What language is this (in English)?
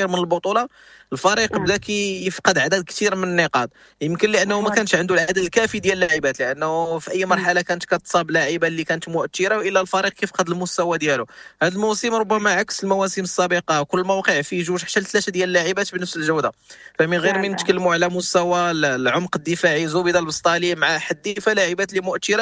Moroccan Arabic